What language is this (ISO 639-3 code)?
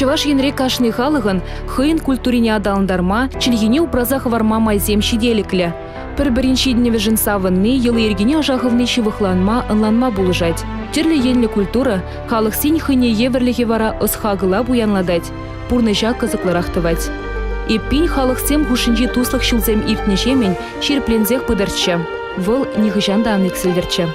chv